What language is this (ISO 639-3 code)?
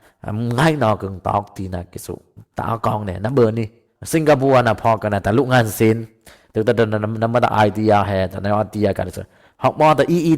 dis